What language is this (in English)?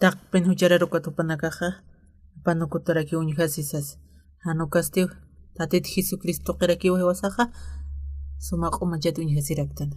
Aymara